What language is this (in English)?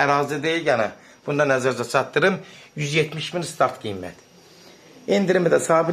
Azerbaijani